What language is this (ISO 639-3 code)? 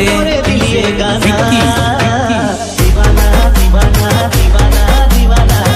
hne